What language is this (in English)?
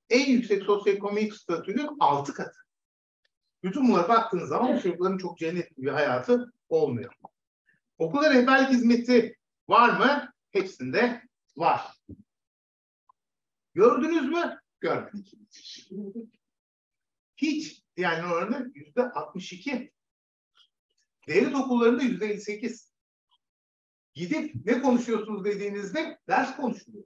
Turkish